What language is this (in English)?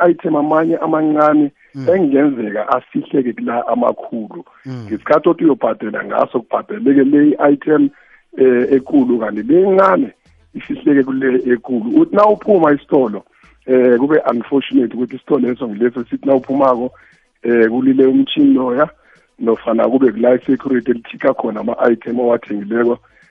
South Ndebele